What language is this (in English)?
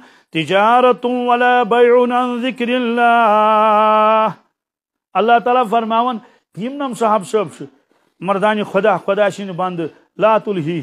Kashmiri